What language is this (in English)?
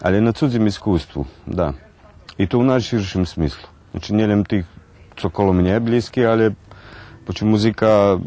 Rusyn